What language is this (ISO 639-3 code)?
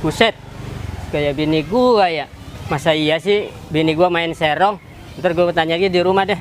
bew